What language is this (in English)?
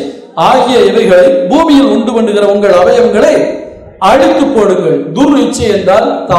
Tamil